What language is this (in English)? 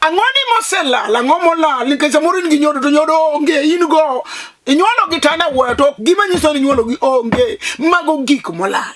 Luo (Kenya and Tanzania)